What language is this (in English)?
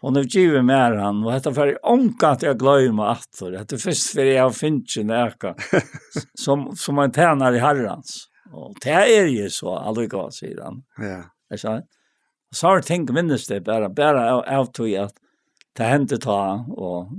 Faroese